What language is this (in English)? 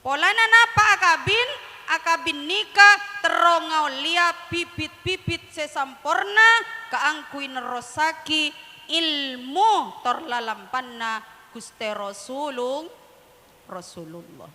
Madurese